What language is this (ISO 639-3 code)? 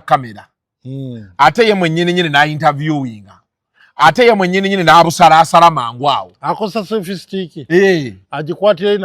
lug